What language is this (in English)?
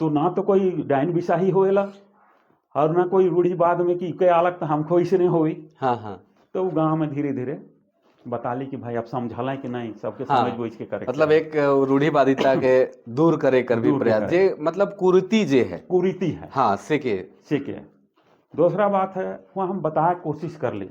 Sadri